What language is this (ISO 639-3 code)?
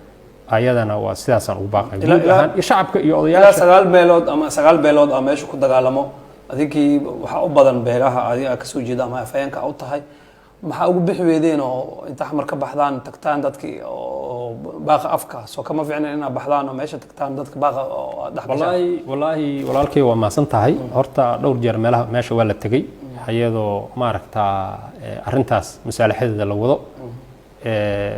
som